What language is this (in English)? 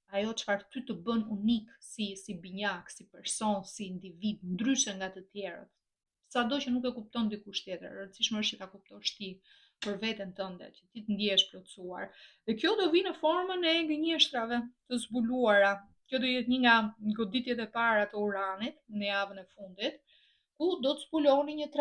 Albanian